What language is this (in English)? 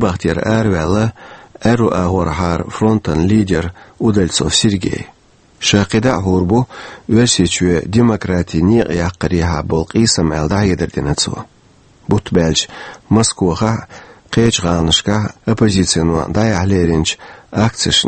Chechen